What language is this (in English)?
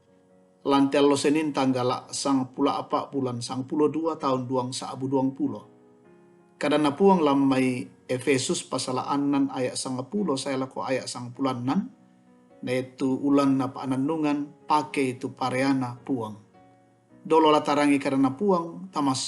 Toraja-Sa'dan